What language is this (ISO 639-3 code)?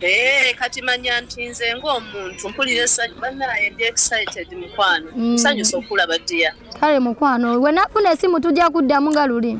lug